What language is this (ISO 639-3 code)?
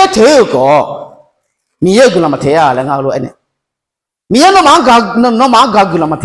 ahk